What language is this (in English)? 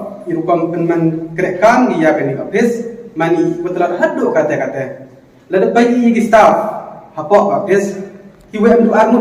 Khasi